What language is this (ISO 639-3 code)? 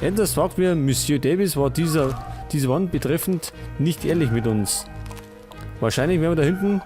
bar